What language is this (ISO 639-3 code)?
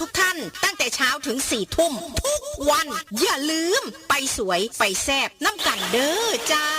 tts